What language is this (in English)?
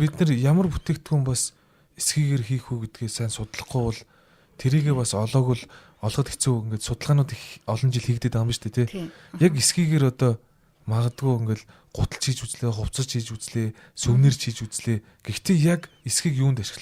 Mongolian